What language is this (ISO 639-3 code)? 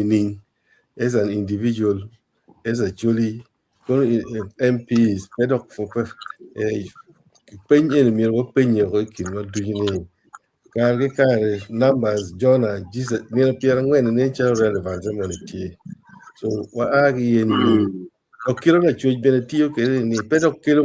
ach